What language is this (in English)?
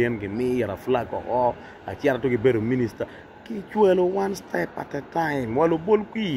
Acoli